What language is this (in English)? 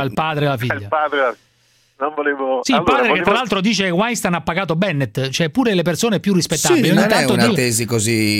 Italian